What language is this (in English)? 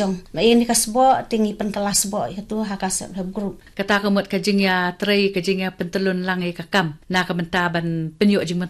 Khasi